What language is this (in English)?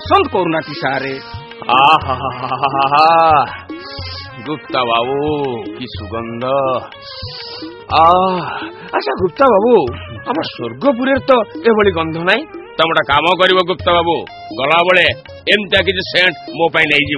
Odia